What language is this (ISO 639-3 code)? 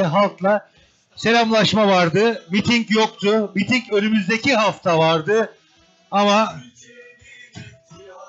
tur